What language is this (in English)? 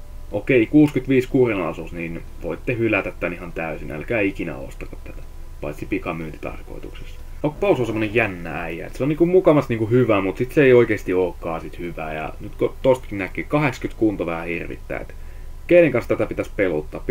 Finnish